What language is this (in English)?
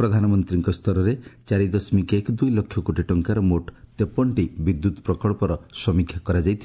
Odia